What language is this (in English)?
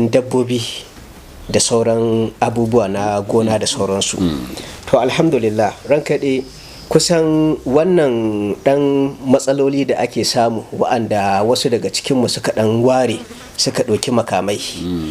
Hausa